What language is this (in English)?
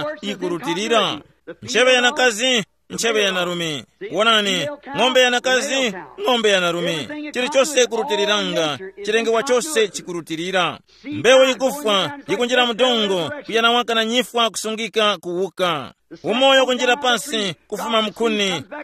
Tumbuka